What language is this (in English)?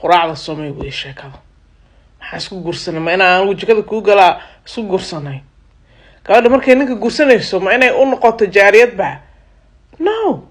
Somali